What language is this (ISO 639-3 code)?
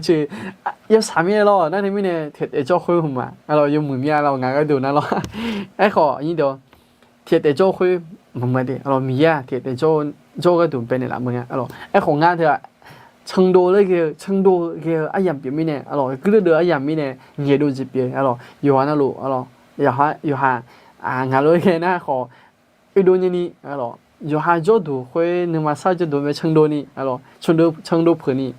ahk